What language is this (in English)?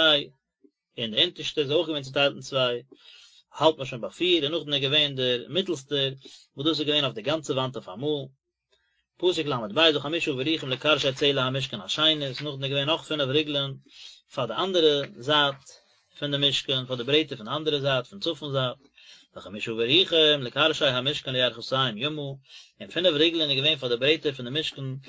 Yiddish